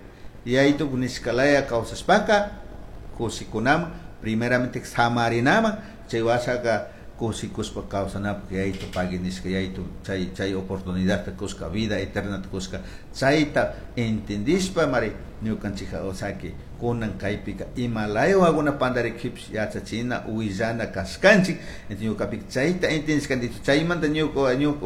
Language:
Chimborazo Highland Quichua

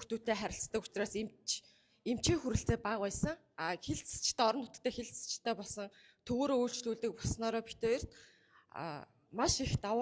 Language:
Mongolian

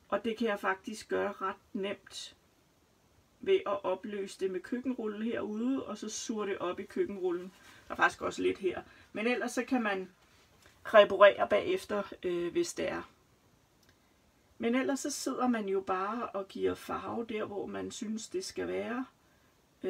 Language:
Danish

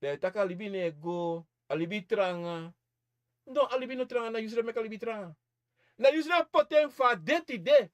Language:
Sranan Tongo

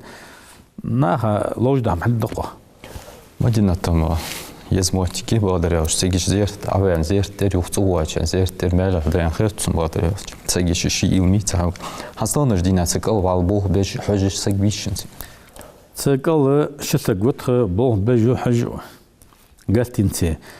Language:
Ingush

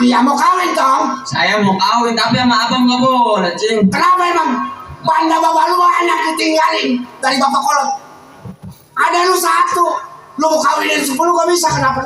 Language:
Betawi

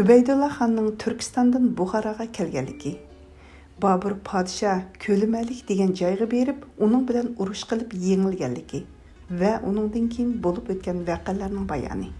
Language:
Uyghur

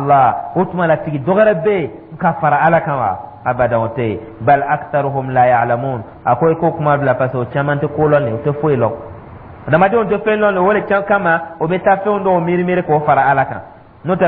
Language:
Dyula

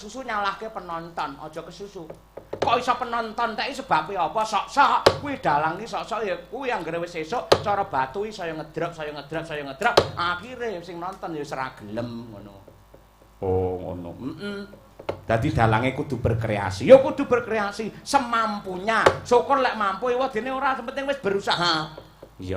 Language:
Javanese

